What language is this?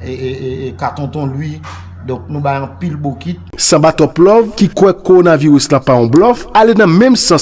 Haitian Creole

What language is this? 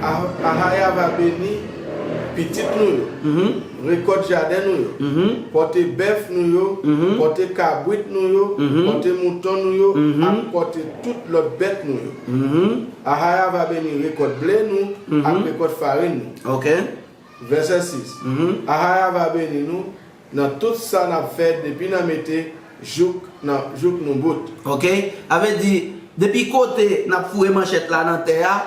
Haitian Creole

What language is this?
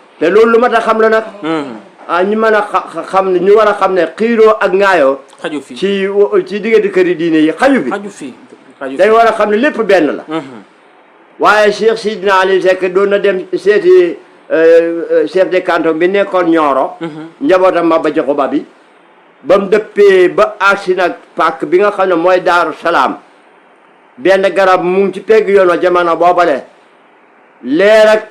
Wolof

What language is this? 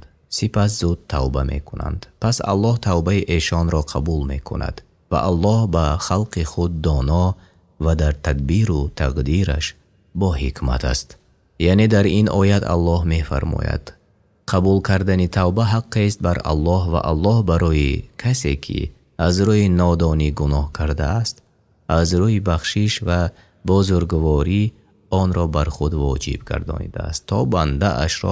Tajik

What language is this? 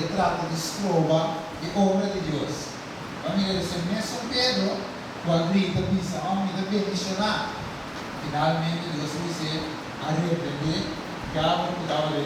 Papiamento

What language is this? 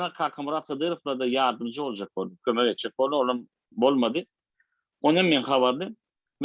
Turkmen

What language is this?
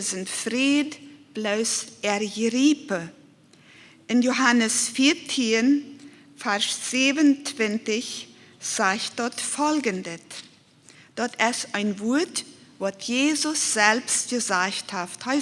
Plautdietsch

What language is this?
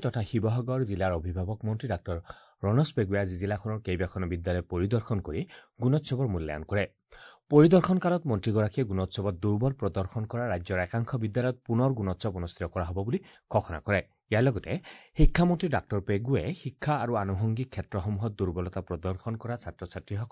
Assamese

